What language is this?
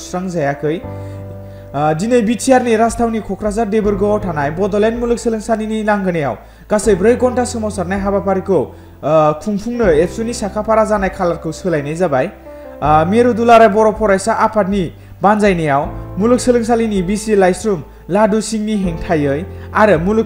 Bodo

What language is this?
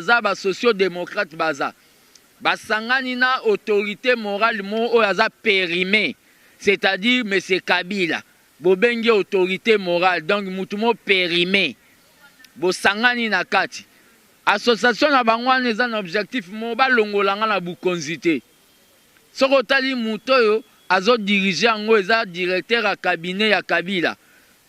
Lingala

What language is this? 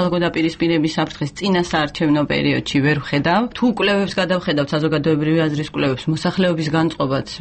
Georgian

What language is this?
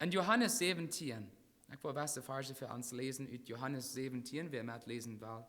Plautdietsch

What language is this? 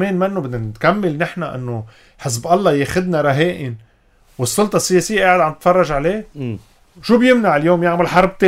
North Levantine Arabic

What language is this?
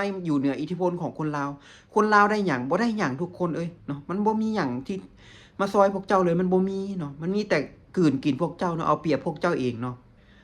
Lao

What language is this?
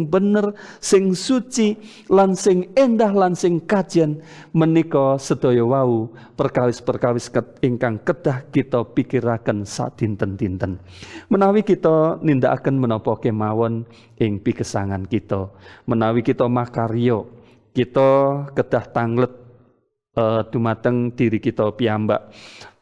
Javanese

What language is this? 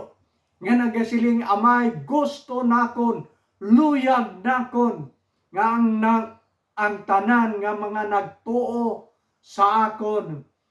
Hiligaynon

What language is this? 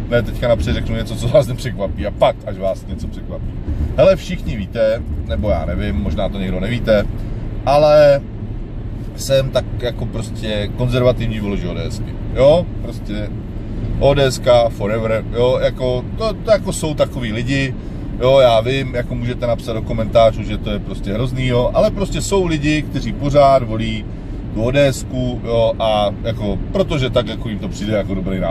Czech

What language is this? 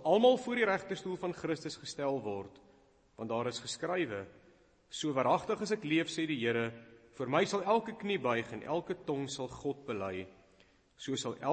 Afrikaans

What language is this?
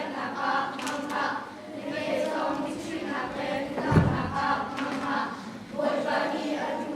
Hakha Chin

